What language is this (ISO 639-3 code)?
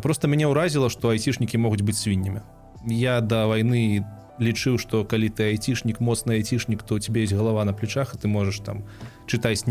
bel